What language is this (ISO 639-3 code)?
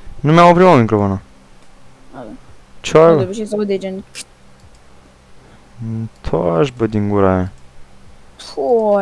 ron